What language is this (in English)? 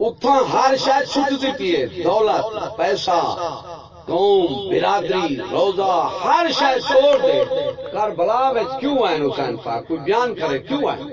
Saraiki